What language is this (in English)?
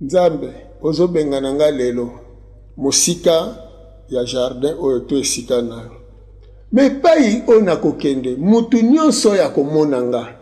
Lingala